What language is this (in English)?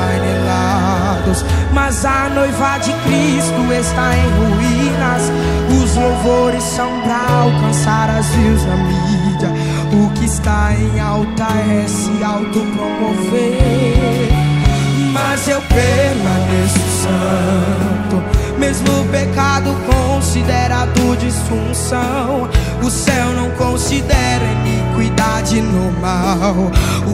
Portuguese